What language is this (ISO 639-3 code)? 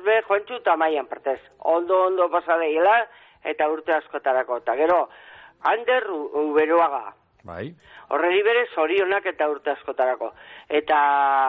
eus